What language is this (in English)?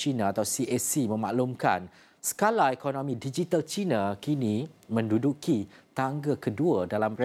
Malay